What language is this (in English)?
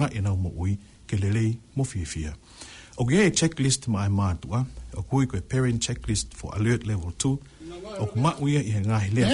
Tongan